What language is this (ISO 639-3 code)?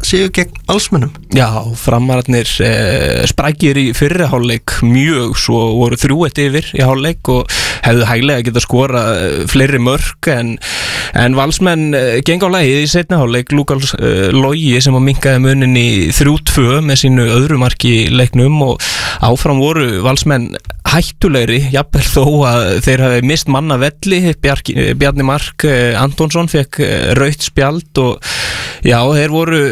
isl